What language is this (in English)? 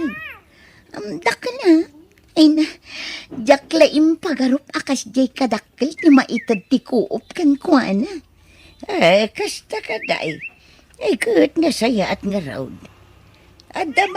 Iloko